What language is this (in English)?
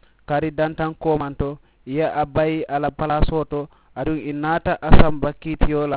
Mandingo